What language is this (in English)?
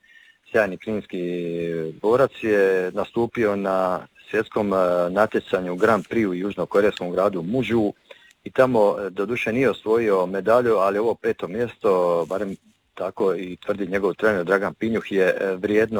Croatian